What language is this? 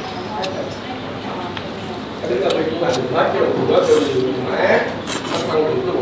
Vietnamese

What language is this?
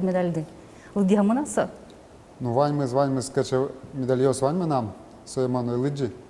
Udmurt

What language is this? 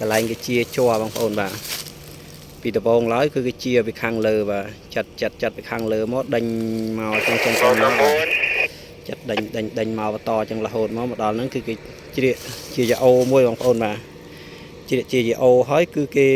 Khmer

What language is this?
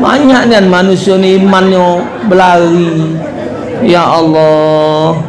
Musi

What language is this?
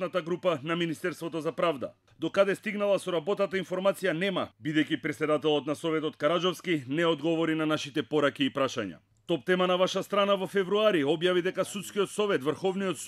Macedonian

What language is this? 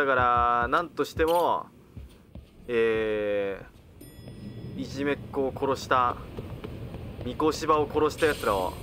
Japanese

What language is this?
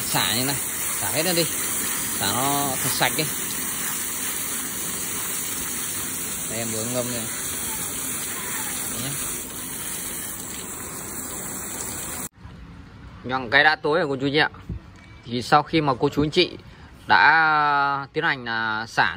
Vietnamese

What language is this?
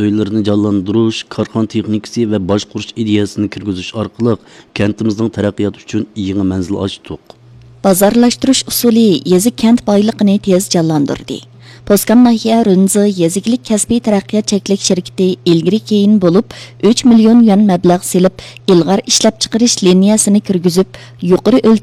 Uyghur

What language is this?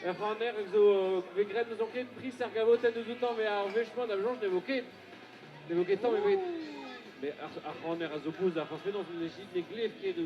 Breton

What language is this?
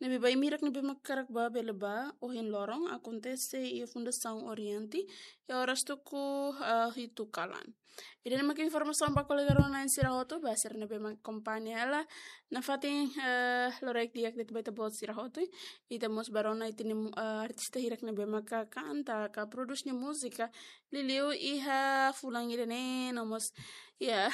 Tetum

